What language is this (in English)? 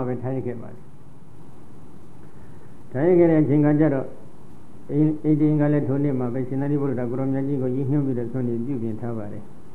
Burmese